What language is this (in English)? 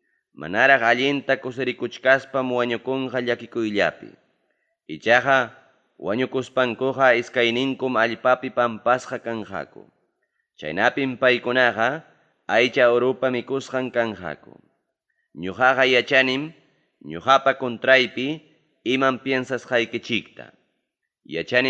Ayacucho Quechua